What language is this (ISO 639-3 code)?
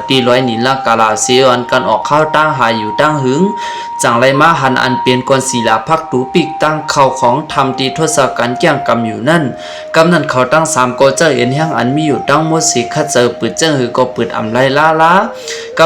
shn